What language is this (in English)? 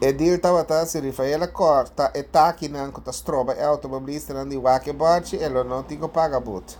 Papiamento